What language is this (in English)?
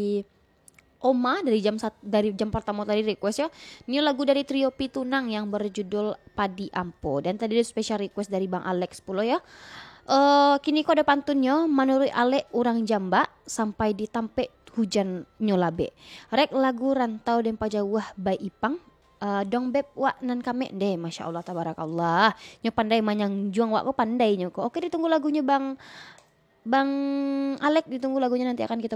Minangkabau